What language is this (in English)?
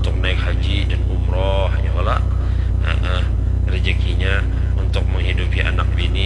Banjar